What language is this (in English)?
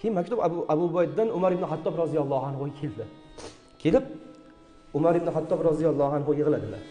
Uzbek